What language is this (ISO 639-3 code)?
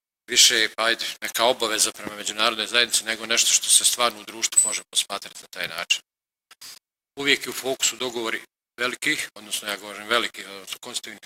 bos